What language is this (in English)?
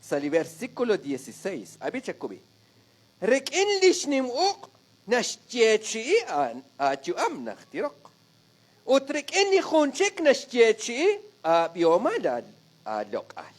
Kekchí